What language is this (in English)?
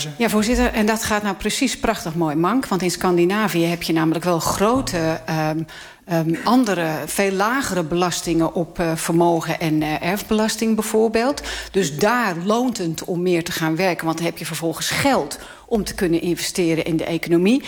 Dutch